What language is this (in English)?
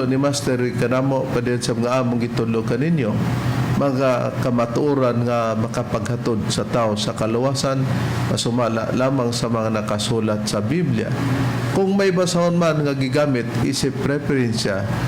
Cebuano